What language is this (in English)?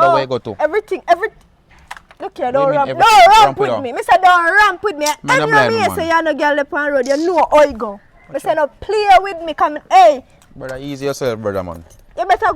Jamaican Creole English